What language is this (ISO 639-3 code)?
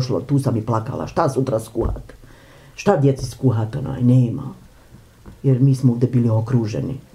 bos